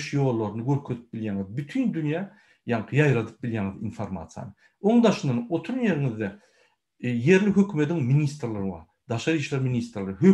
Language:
Turkmen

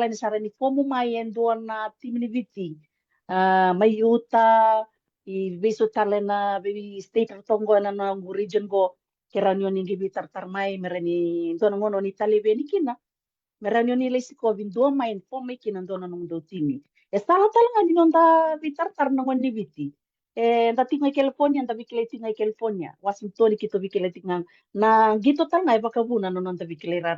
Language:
Fijian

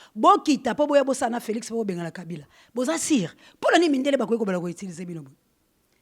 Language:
Lingala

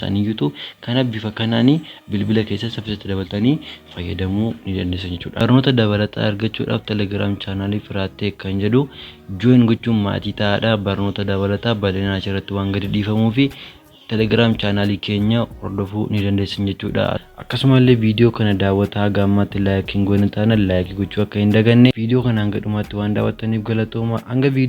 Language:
Oromo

